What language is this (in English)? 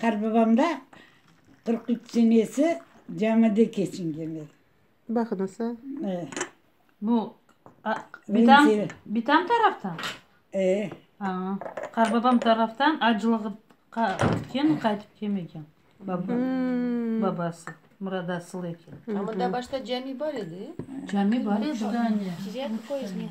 Crimean Tatar